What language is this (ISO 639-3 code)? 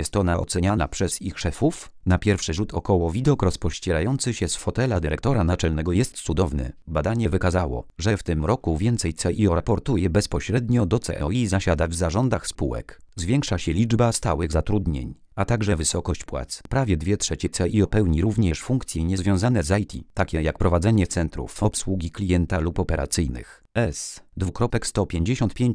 pol